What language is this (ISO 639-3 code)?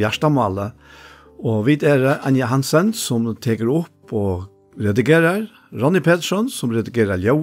fao